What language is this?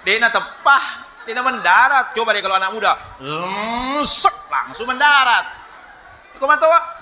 Buginese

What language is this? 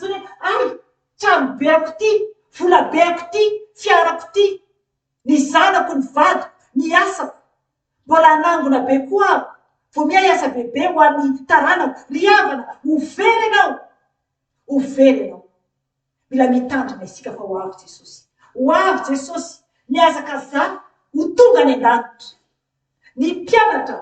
Malagasy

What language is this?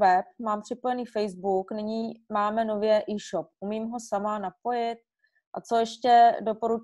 Czech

